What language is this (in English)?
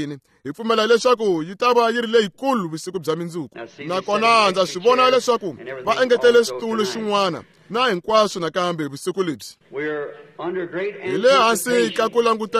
Tsonga